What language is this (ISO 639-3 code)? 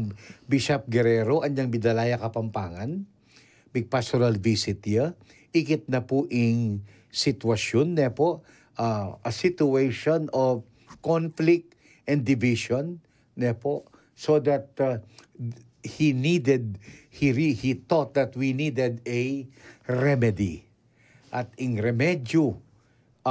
pam